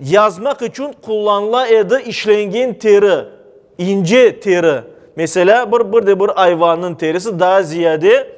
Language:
Crimean Tatar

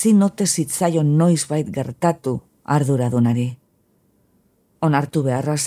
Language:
Basque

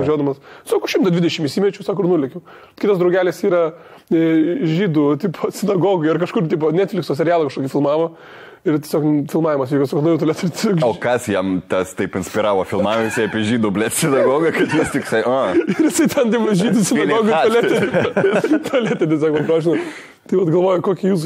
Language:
Lithuanian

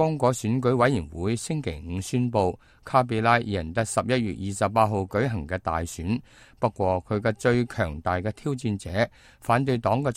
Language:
Cantonese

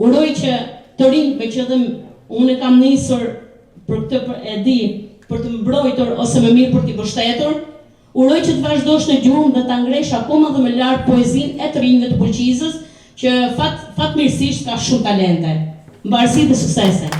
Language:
Albanian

